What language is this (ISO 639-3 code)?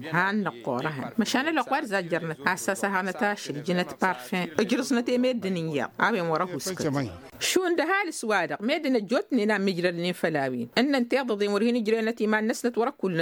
taq